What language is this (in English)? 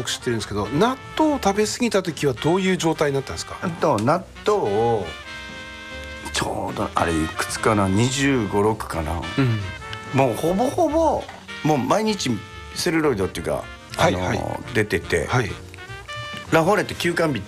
Japanese